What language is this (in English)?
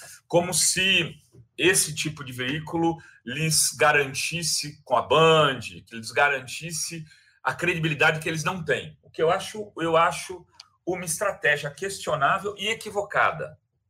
Portuguese